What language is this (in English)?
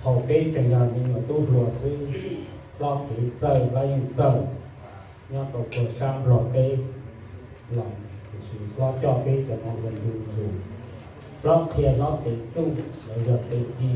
Hmong